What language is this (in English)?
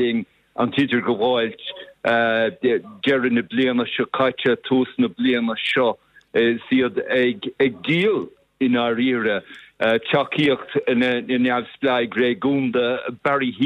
Irish